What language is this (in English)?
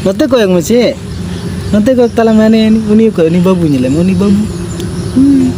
Santali